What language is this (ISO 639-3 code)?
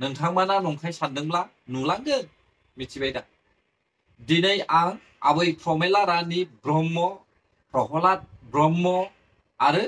brx